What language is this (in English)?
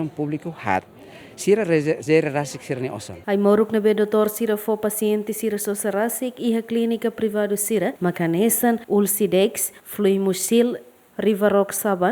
Tetum